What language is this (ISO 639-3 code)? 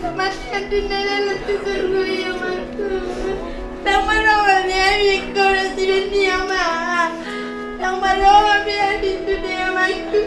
bbc